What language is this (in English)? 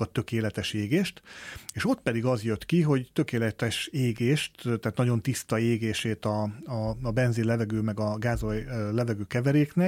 Hungarian